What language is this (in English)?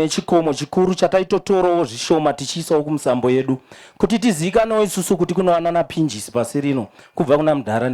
Shona